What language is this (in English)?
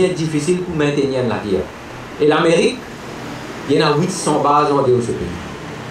Morisyen